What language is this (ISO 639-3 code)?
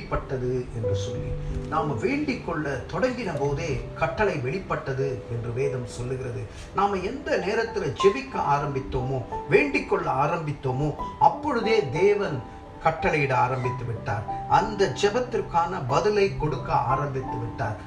tam